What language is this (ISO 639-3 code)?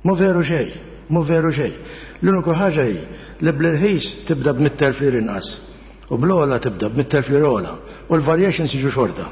mlt